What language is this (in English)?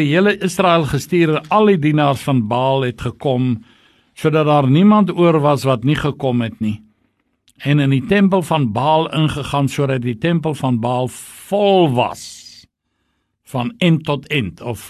Afrikaans